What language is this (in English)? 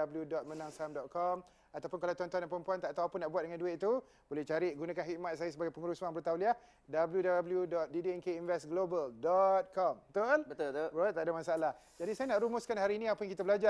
Malay